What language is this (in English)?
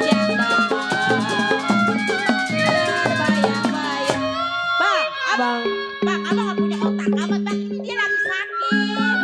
Betawi